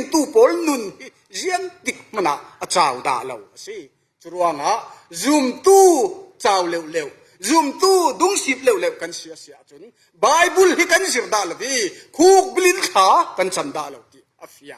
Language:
Falam Chin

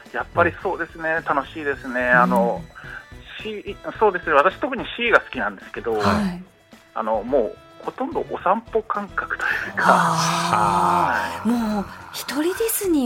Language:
Japanese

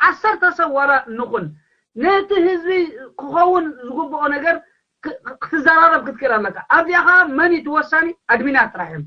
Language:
Tigrinya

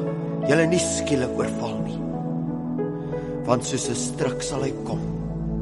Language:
Afrikaans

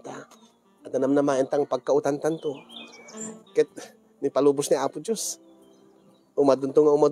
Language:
Iloko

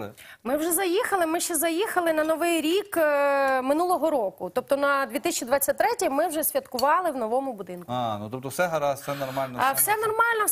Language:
Ukrainian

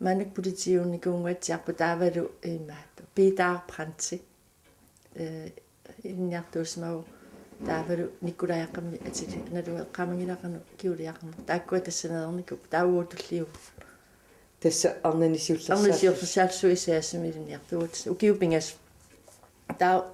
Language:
Kalaallisut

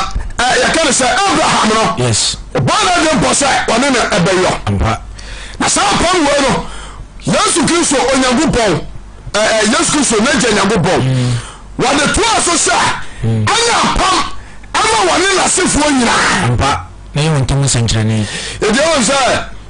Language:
Akan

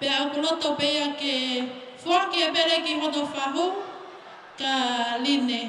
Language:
Tongan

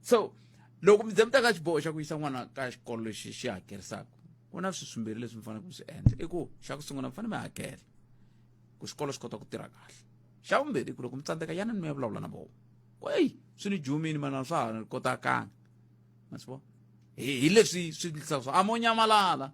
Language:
Tsonga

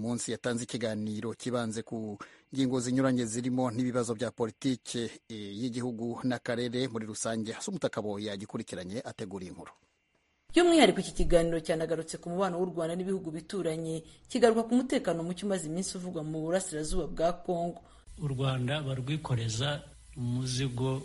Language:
Kinyarwanda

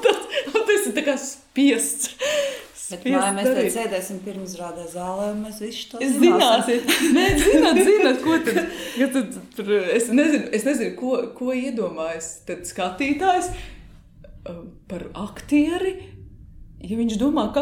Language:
Latvian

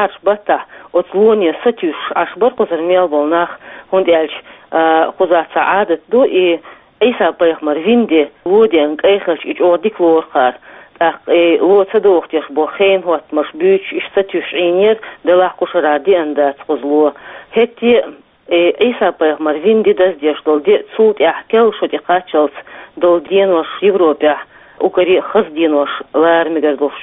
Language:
Chechen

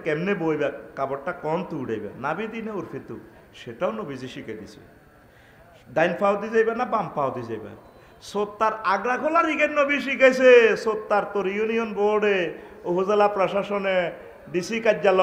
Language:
Bangla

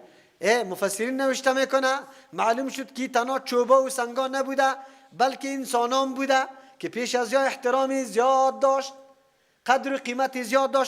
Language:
Persian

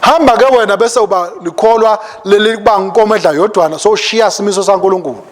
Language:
Swati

